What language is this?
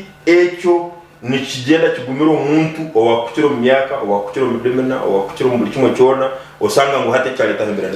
Nyankole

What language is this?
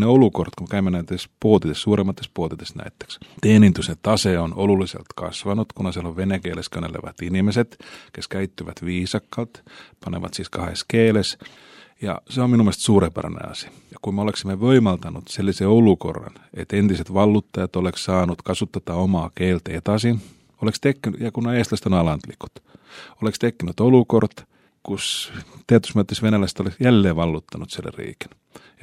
Estonian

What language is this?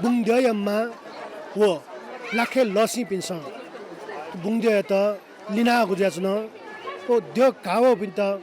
Newari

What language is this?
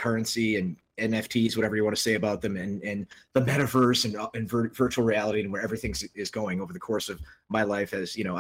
English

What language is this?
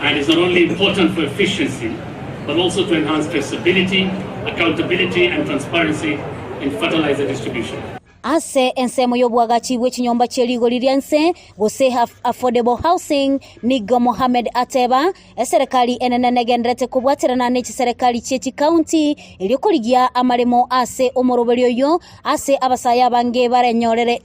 Gusii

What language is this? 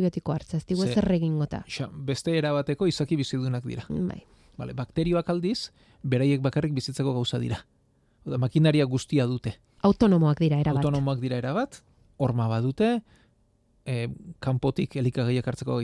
Basque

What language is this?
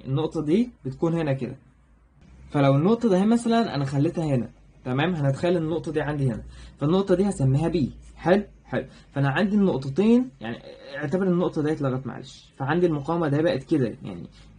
Egyptian Arabic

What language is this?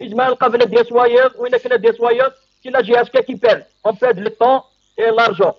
Kabyle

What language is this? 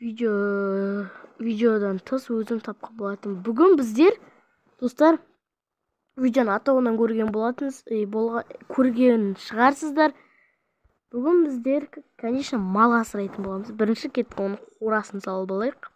Kazakh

